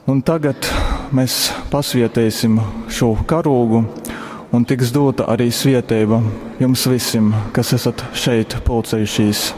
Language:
Latgalian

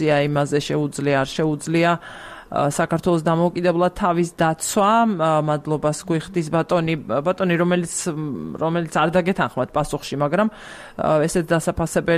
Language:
Georgian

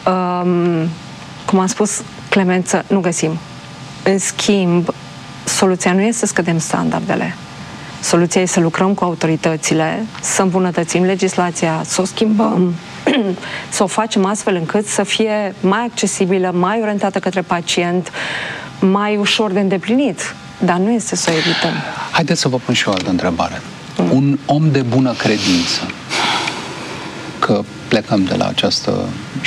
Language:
Romanian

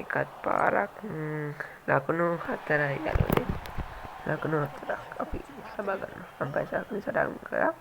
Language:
Sinhala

